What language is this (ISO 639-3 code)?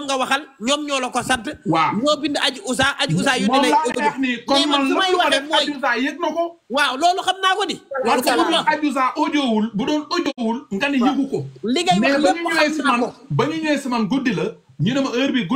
wol